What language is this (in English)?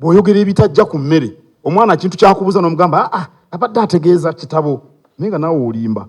Ganda